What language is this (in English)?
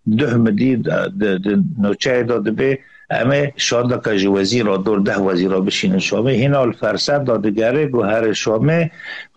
Kurdish